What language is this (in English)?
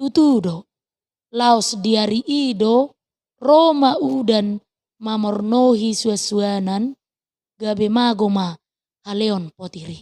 Batak Toba